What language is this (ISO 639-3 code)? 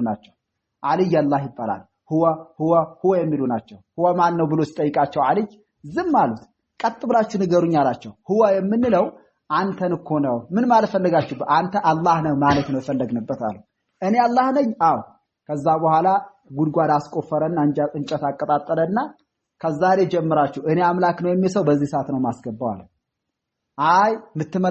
amh